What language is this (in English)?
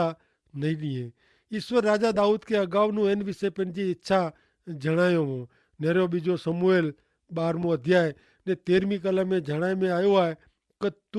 Kachhi